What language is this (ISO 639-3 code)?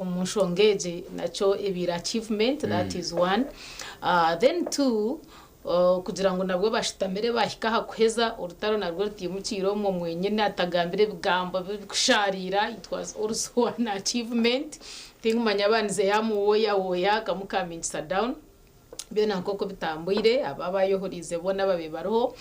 nyn